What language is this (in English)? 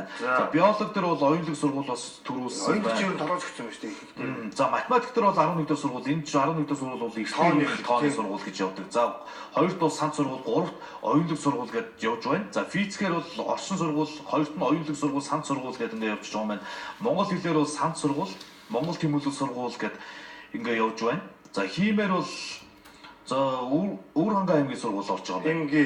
Mongolian